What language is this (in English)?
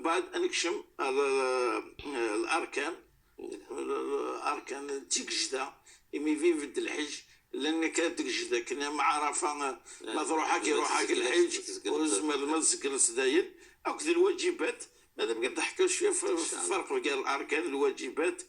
Moroccan Arabic